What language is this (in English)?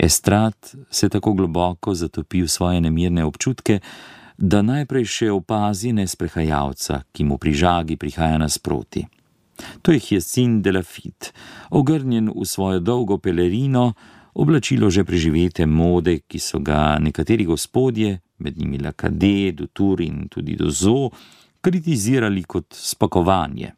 Slovenian